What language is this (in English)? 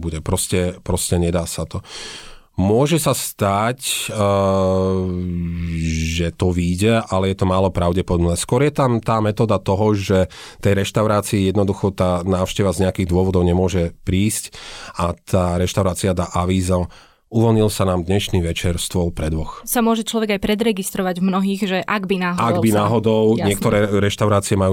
Slovak